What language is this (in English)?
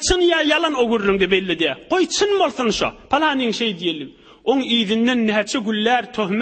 Turkmen